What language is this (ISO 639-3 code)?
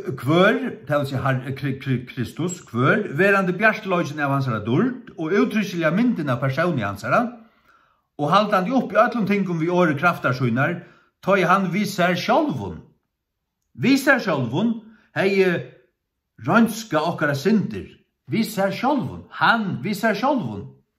fao